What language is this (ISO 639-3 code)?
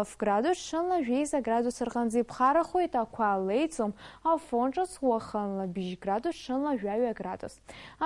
abk